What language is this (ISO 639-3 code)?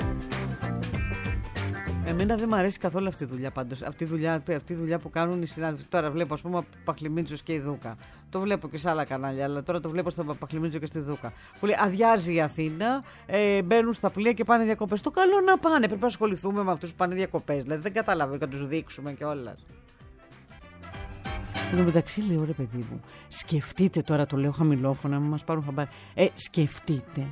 ell